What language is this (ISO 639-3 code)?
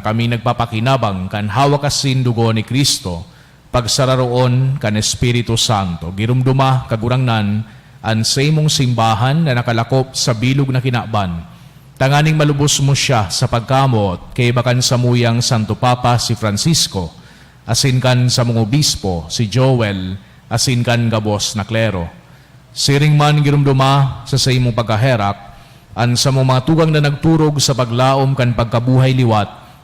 bik